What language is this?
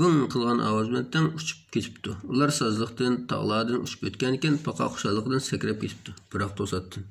Uyghur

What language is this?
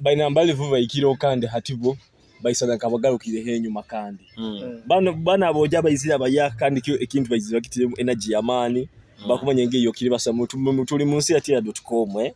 Nyoro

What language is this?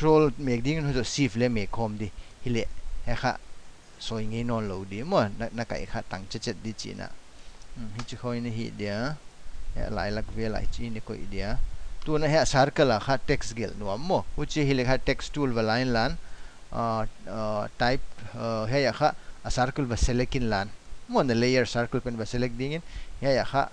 Paite Chin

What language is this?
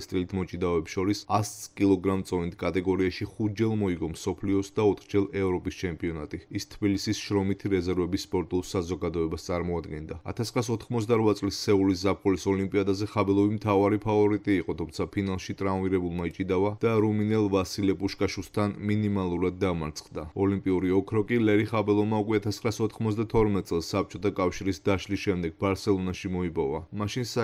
Georgian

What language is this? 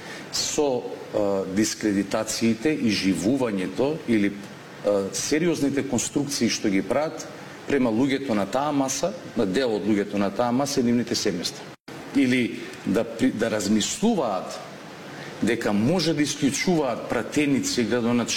Macedonian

